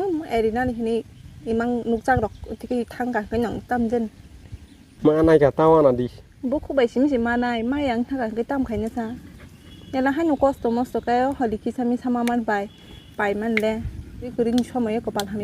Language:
Kok Borok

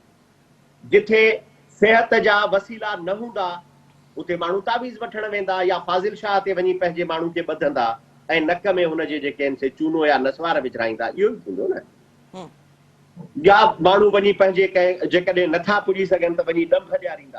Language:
Sindhi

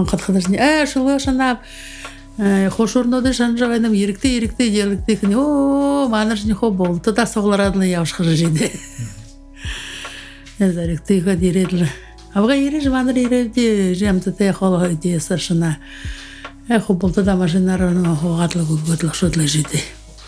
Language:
Buriat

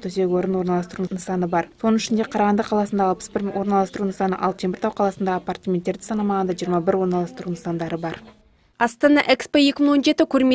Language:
Kazakh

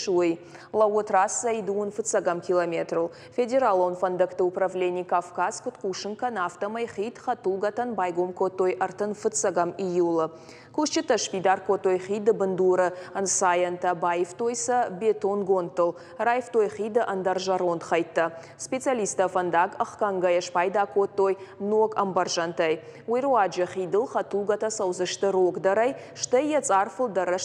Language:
Ossetic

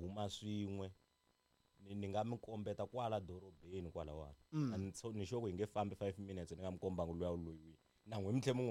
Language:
Tsonga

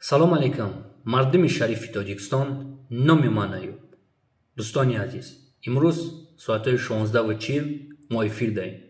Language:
Tajik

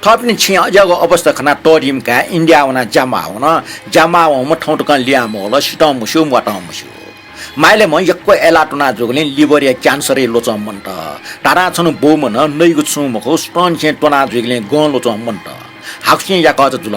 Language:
Newari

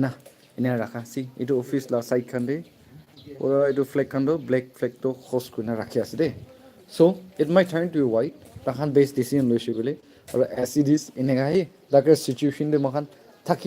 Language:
Naga Pidgin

